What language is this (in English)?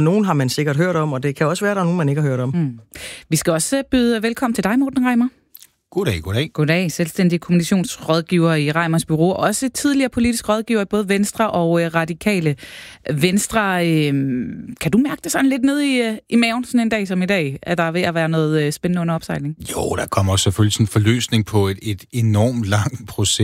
Danish